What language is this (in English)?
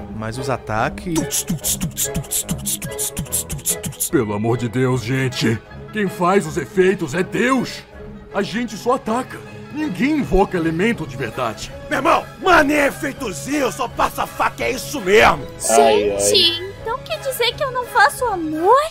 Portuguese